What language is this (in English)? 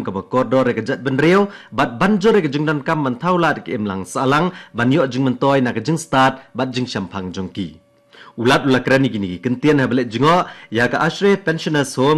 Khasi